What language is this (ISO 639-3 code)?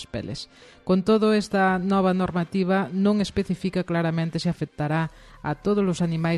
glg